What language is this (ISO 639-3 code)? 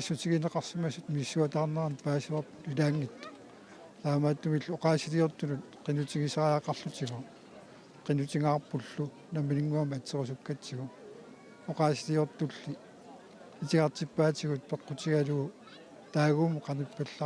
kal